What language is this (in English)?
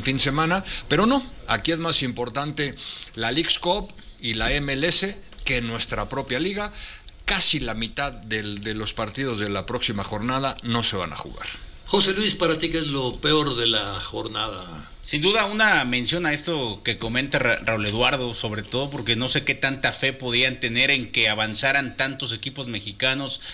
Spanish